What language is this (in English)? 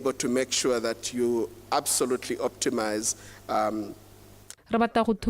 Tswana